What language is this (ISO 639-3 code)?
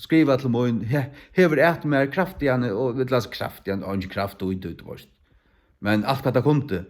fao